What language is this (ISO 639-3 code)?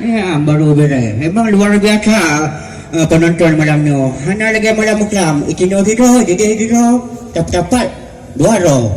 ace